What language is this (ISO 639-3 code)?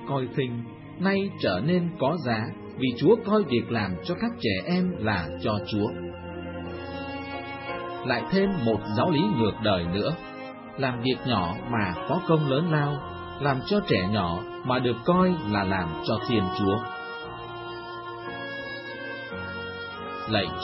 vie